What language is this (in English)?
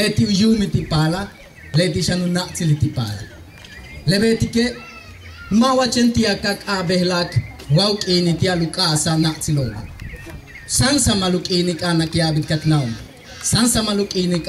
Yucateco